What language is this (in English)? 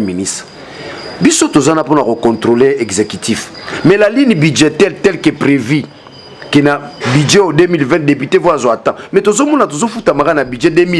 Lingala